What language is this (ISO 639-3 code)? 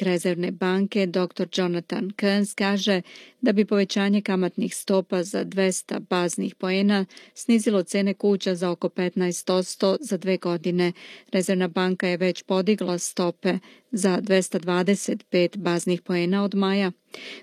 srp